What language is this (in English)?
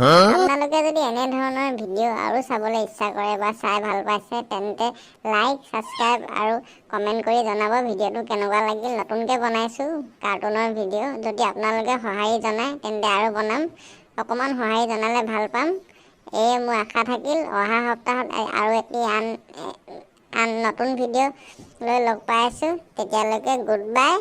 Assamese